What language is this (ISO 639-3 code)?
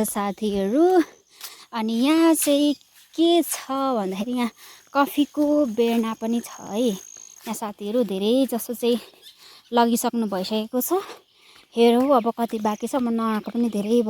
nep